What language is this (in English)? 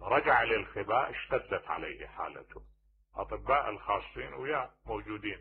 Mesopotamian Arabic